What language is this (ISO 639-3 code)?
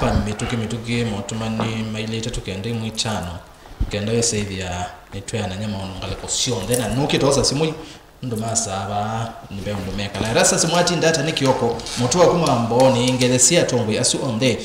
kam